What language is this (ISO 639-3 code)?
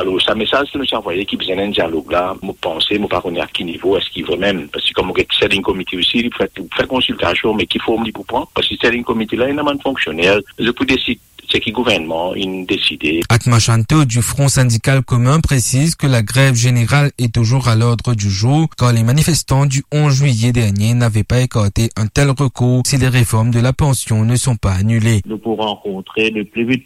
mfe